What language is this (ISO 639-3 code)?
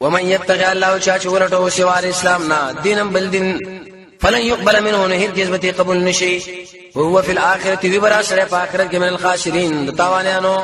pus